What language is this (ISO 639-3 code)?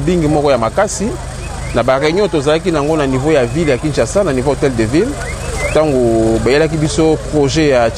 lin